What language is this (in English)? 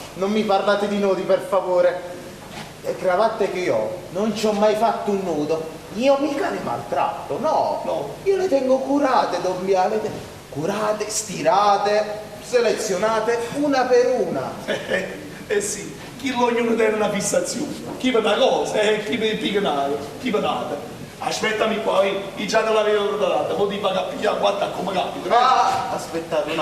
Neapolitan